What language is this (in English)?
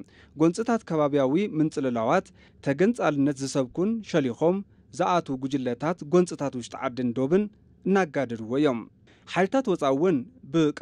Tigrinya